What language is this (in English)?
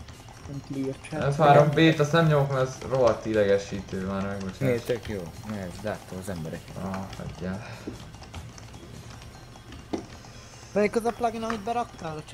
Hungarian